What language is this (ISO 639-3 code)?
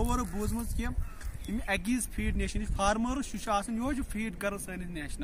kas